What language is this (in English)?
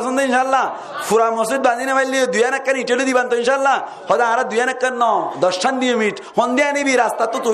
Rohingya